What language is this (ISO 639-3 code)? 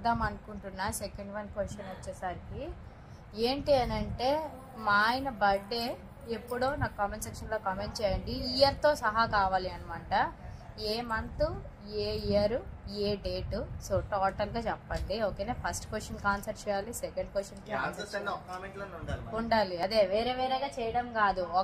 tel